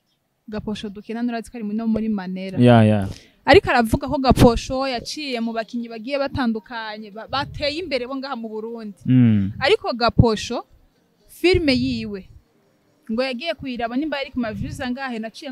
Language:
Rundi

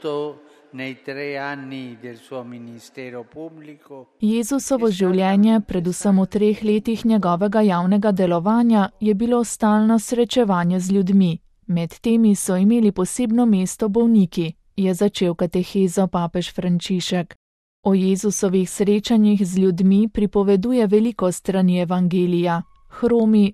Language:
Slovenian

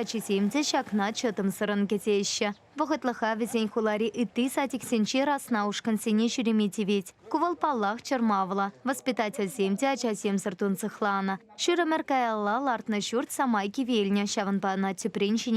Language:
Chuvash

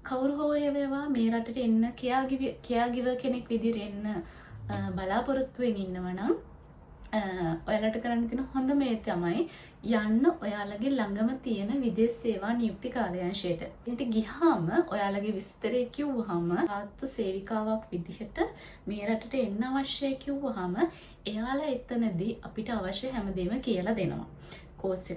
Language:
Sinhala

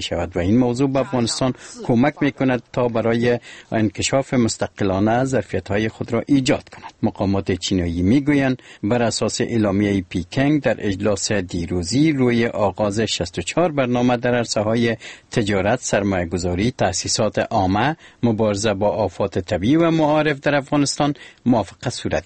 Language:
Persian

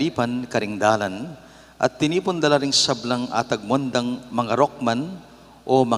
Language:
Pampanga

